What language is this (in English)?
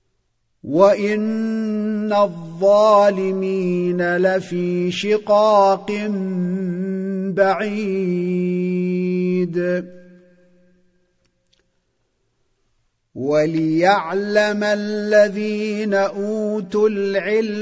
Arabic